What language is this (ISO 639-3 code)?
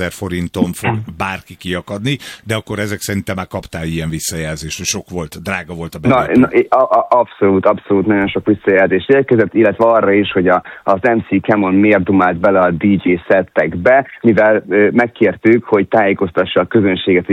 hun